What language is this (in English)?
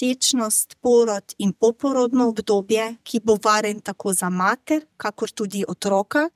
Slovenian